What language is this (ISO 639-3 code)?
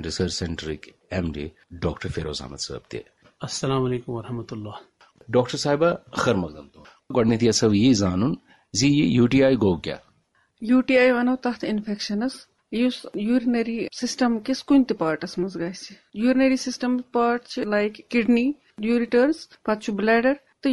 kas